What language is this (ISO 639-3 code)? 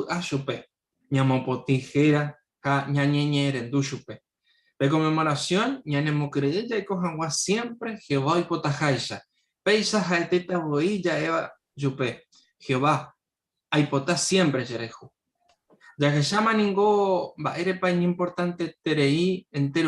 grn